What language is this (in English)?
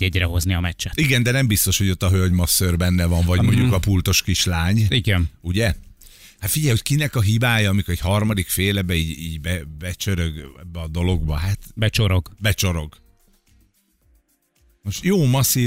Hungarian